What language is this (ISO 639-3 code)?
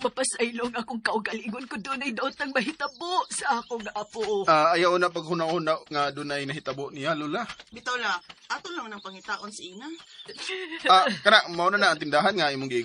ceb